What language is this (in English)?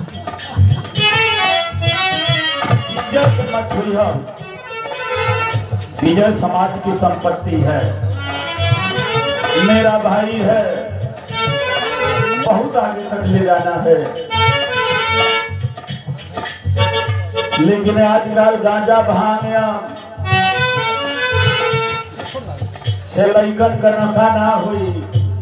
Bhojpuri